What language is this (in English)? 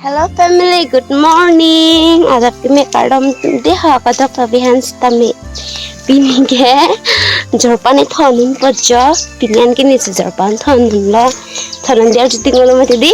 Karbi